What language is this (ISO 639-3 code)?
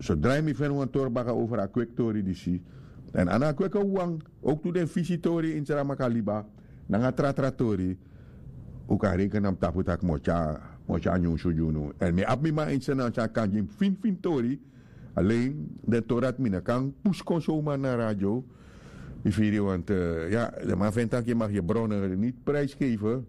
srn